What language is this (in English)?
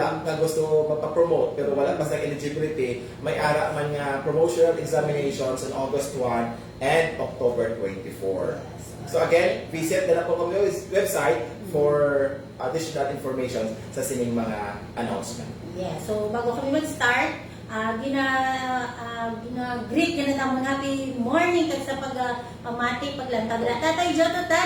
Hiligaynon